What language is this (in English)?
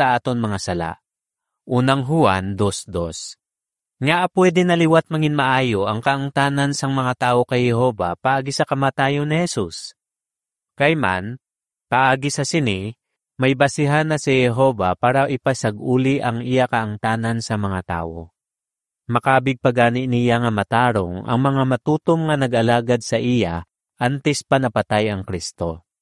Hiligaynon